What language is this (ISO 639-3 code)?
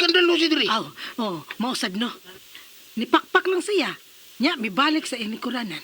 ceb